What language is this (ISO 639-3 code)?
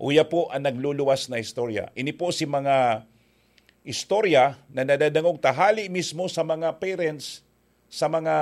bik